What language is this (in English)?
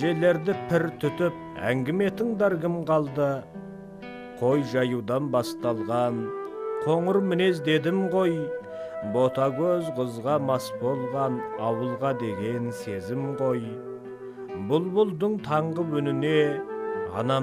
Kazakh